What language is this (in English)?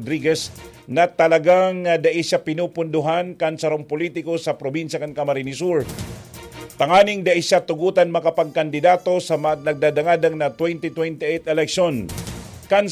Bikol